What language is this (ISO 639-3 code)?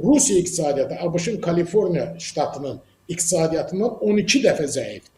aze